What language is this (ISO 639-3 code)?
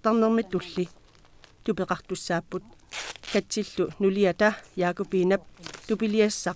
kal